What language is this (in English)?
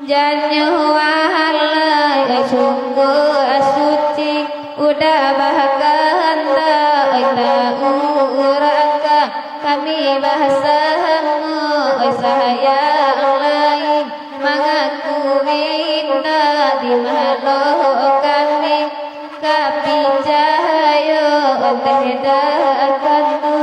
Minangkabau